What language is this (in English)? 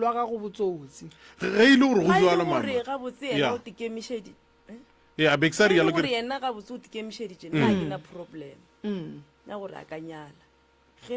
Northern Sotho